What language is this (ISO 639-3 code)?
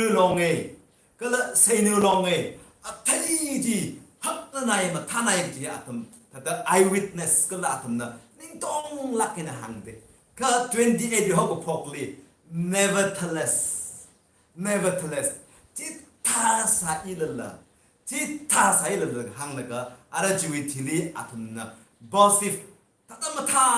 nmf